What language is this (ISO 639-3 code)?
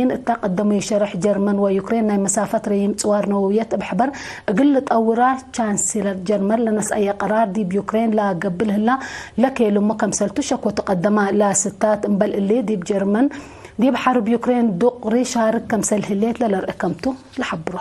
tig